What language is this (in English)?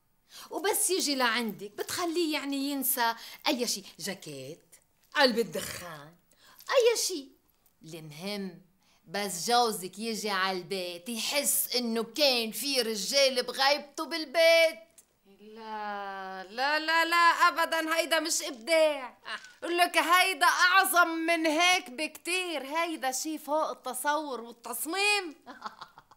North Levantine Arabic